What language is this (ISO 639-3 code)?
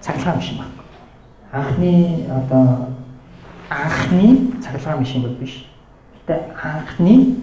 mon